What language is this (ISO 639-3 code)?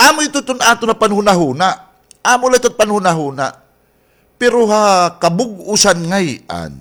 war